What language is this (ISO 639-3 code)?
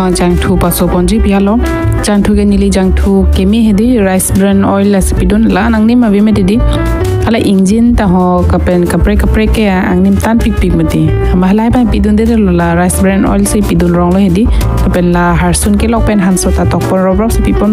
mjw